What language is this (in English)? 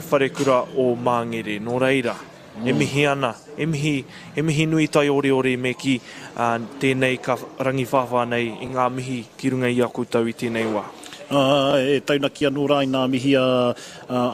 Māori